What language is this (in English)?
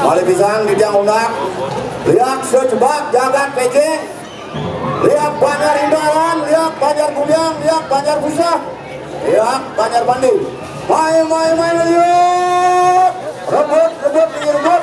Balinese